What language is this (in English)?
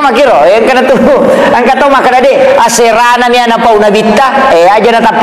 Buginese